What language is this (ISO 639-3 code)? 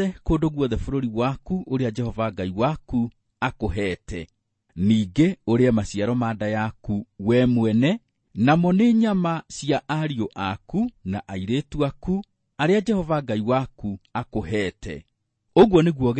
kik